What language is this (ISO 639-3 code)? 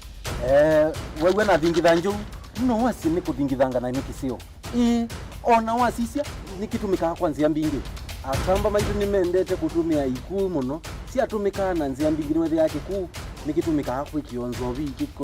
kam